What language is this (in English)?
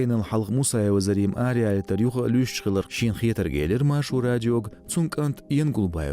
Chechen